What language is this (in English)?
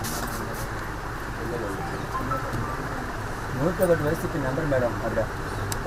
Telugu